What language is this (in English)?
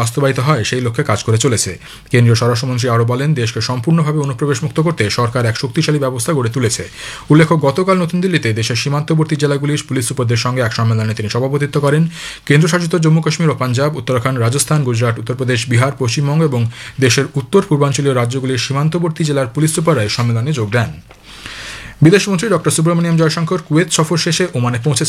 Bangla